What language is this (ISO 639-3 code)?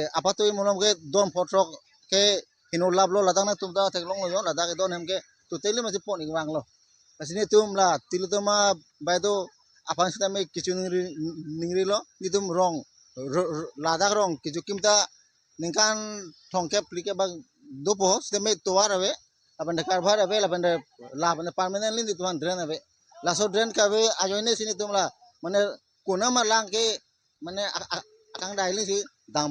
mjw